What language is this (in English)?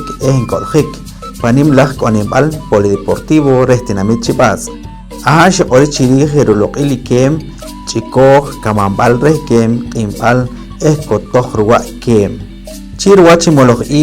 Poqomchi'